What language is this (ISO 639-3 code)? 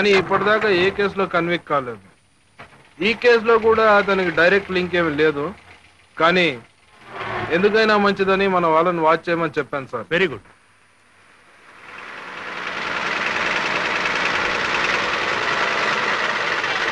tel